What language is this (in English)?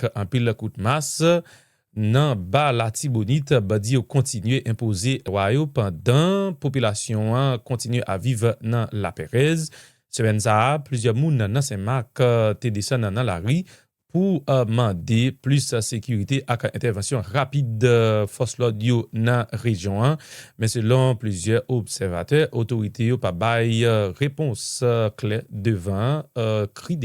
Haitian Creole